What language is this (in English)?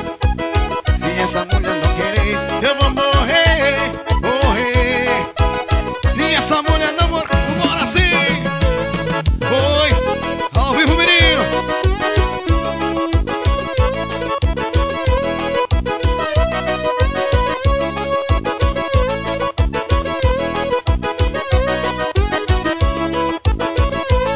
Portuguese